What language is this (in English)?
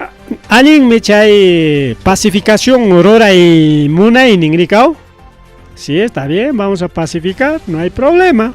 Ayacucho Quechua